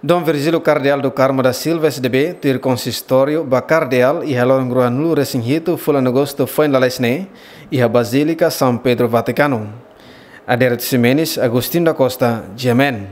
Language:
Tetum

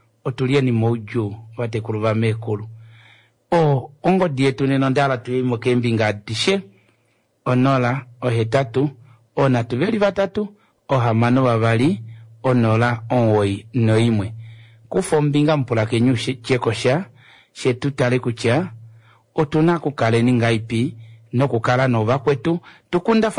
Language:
Kuanyama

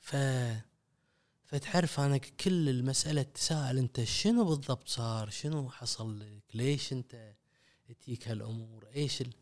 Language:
Gulf Arabic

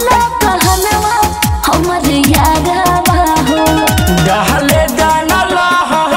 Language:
Bhojpuri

